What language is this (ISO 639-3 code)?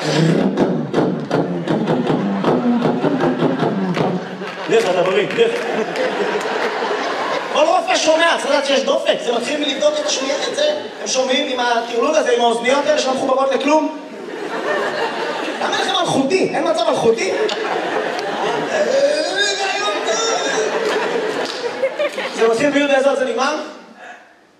heb